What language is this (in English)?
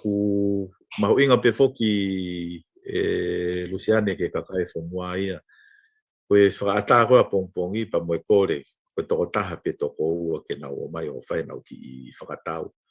Tongan